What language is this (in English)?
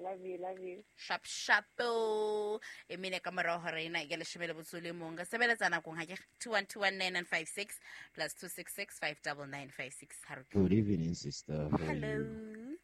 Southern Sotho